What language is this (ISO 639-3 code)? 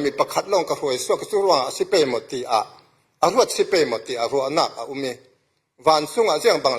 cfm